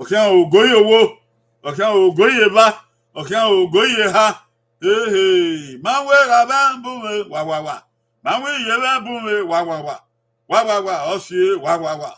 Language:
Bini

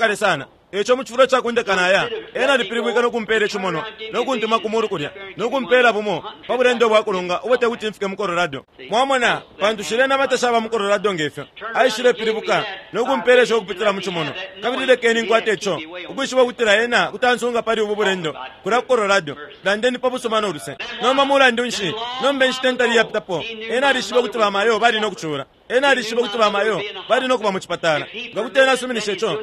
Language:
Bemba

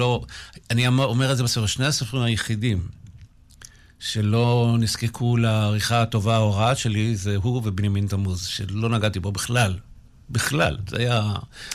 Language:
Hebrew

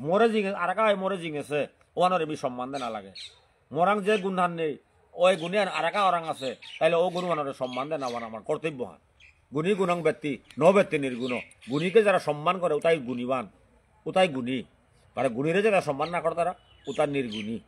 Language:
Bishnupriya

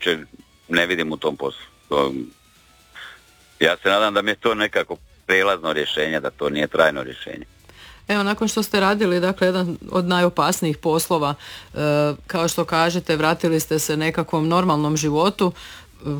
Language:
Croatian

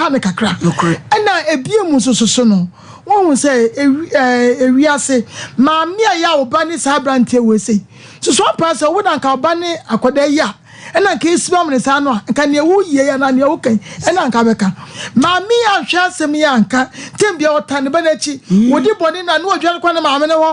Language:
Akan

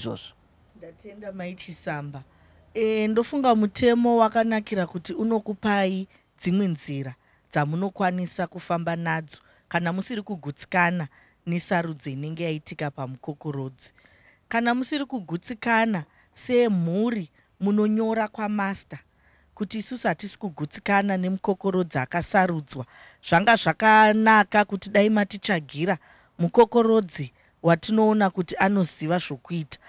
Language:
Shona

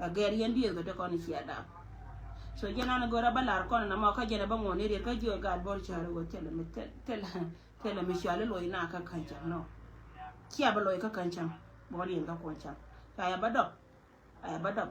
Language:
Nuer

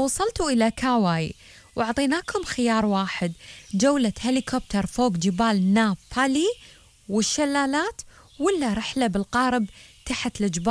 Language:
Gulf Arabic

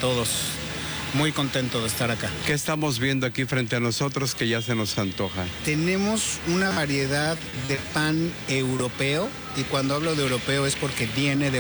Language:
Spanish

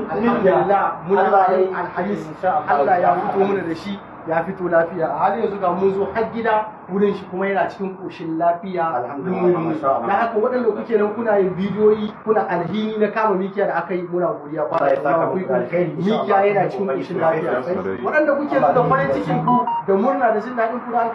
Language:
Hausa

